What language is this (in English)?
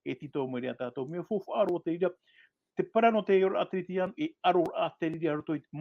Tahitian